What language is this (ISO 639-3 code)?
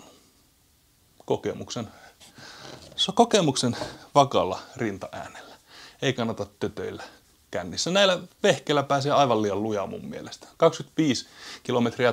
fin